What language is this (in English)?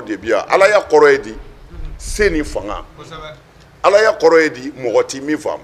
Bambara